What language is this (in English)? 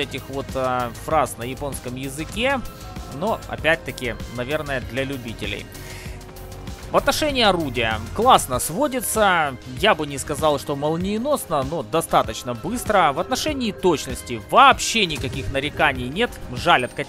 Russian